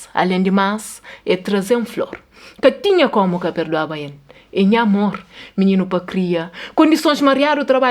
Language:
Kabuverdianu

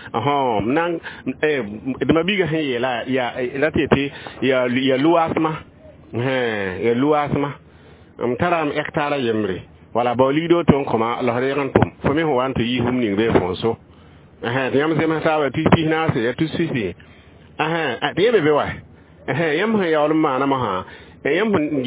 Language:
Mossi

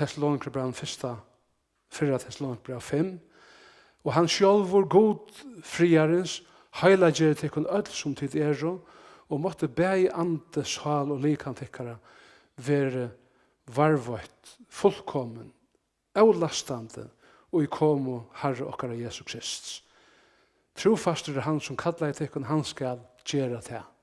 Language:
Faroese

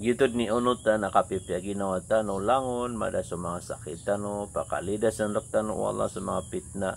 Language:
Maranao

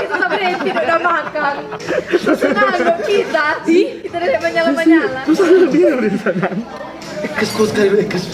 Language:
Manado Malay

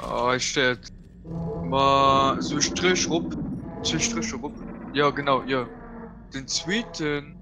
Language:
Luxembourgish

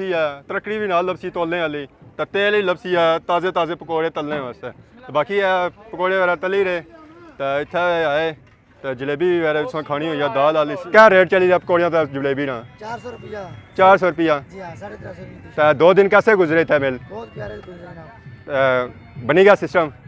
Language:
Pahari-Potwari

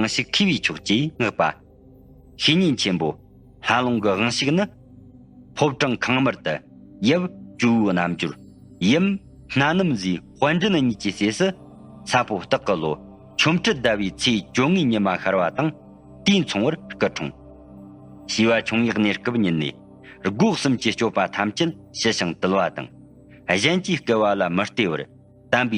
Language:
Tibetan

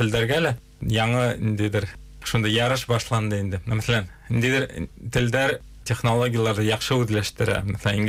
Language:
Bashkir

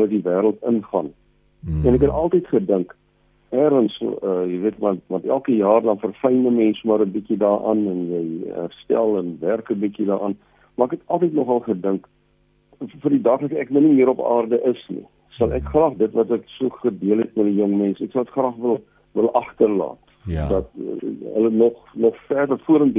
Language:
Afrikaans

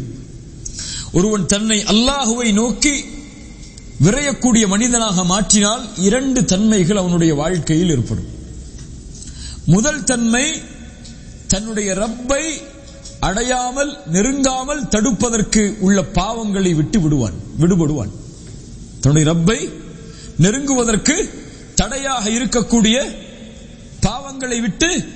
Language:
Tamil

